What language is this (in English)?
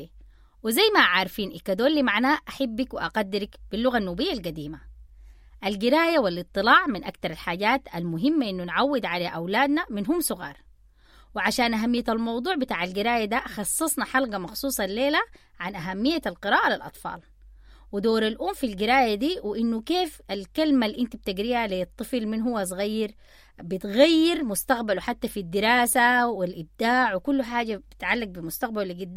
Sudanese Arabic